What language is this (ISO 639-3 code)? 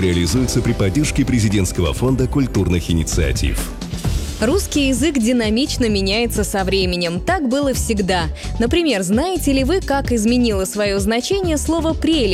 rus